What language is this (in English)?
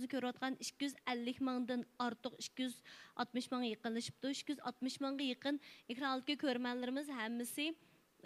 Uyghur